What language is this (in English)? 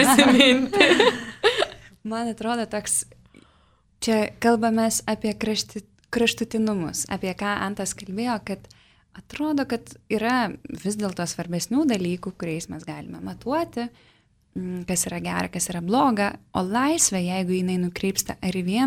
Lithuanian